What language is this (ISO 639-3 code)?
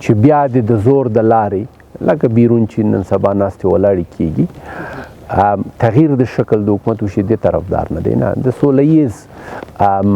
pus